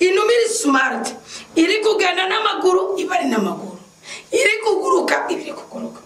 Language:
Rundi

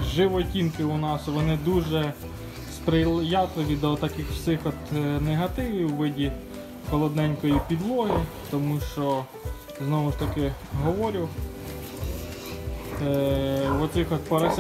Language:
Ukrainian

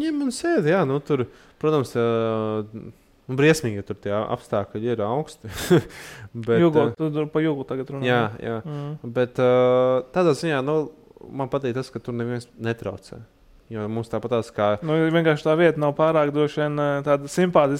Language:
Latvian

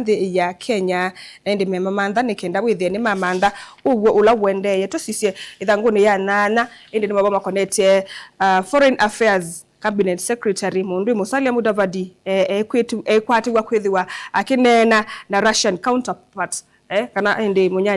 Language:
Kamba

